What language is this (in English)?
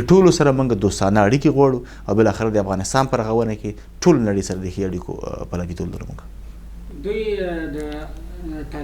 Pashto